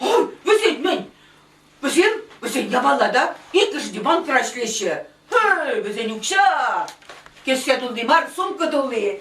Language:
Chuvash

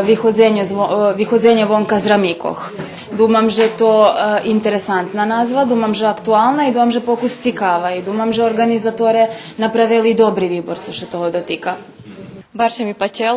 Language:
Rusyn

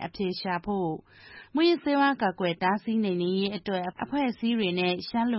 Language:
Burmese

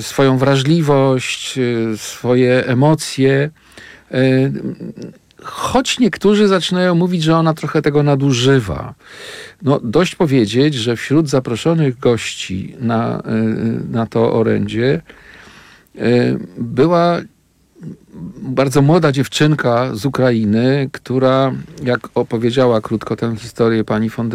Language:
Polish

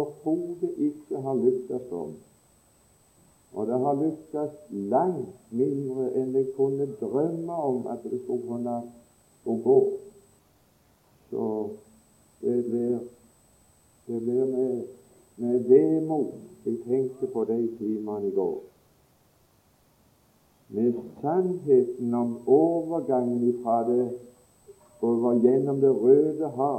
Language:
Norwegian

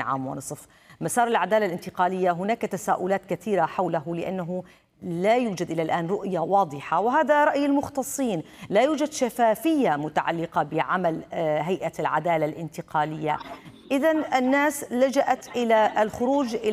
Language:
Arabic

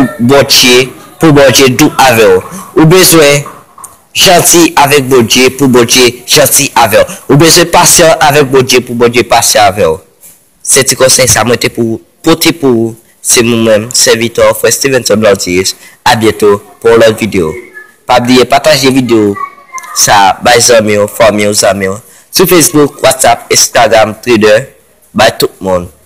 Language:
Haitian Creole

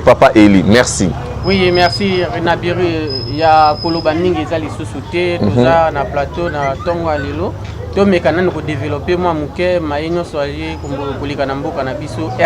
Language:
Lingala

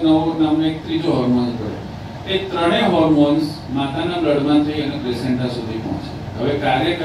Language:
Gujarati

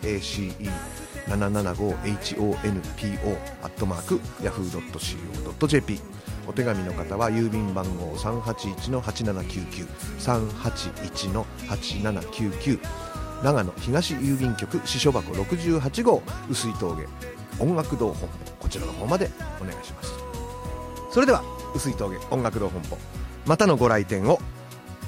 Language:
Japanese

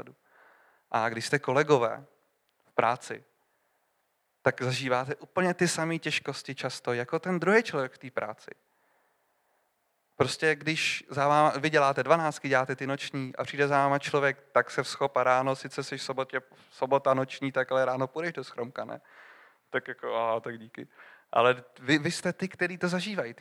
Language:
Czech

